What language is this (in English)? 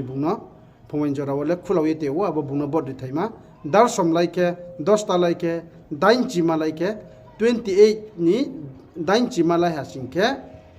Riang (India)